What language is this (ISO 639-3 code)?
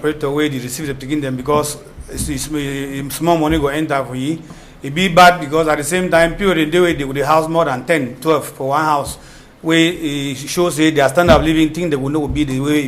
wes